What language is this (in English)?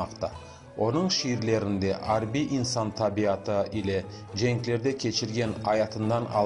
Crimean Tatar